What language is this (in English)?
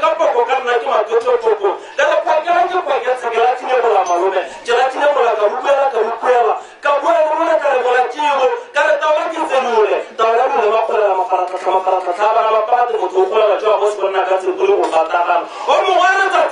Northern Sotho